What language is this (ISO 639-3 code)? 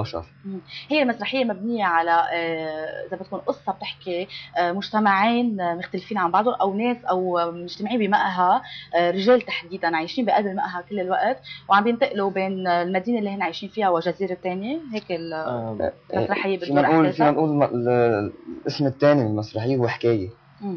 apc